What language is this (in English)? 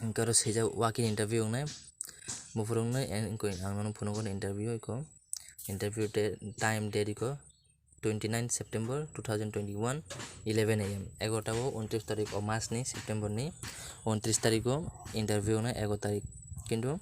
Kok Borok